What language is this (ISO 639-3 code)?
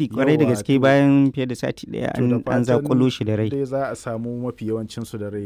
hau